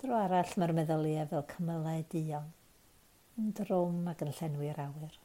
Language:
Welsh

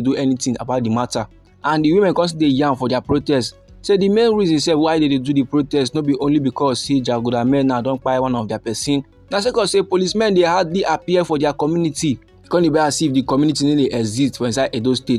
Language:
Nigerian Pidgin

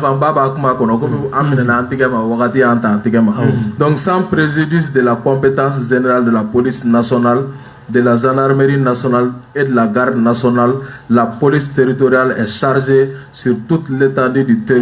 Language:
Bambara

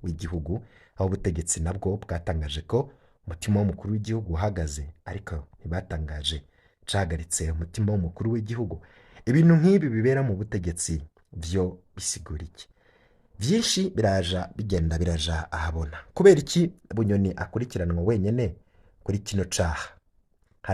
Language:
Rundi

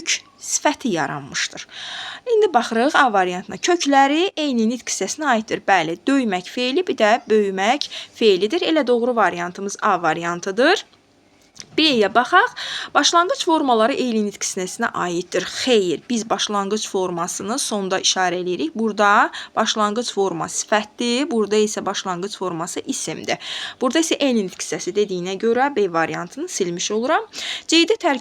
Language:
Azerbaijani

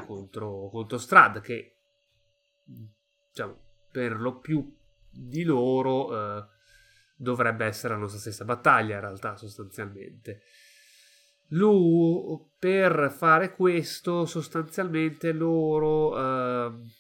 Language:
Italian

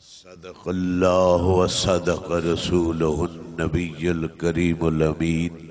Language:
Saraiki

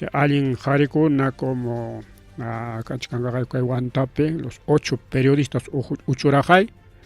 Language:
Ayacucho Quechua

